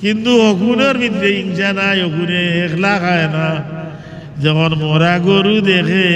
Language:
Sylheti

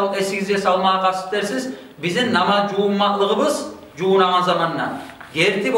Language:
Kumyk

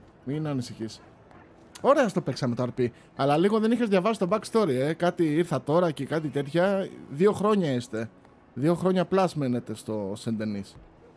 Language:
Greek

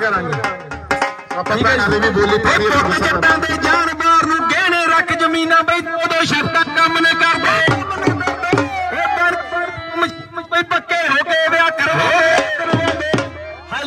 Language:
Punjabi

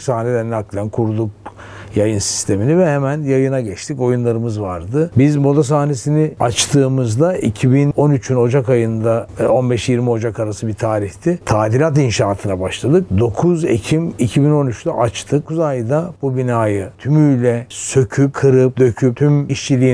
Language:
Turkish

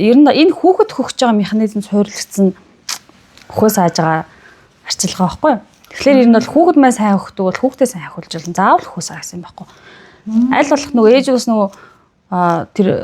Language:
Mongolian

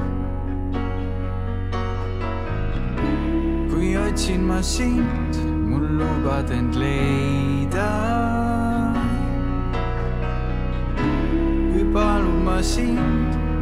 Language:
Estonian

